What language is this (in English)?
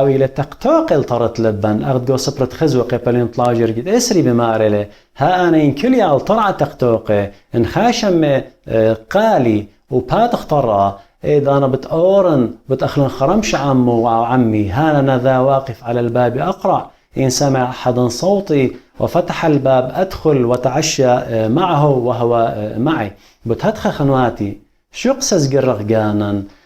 Assyrian Neo-Aramaic